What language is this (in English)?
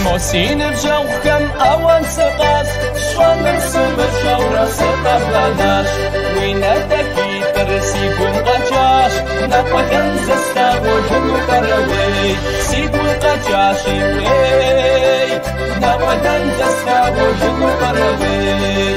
Kabardian